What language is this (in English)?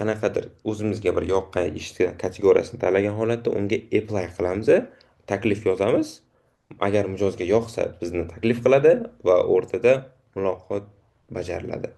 Uzbek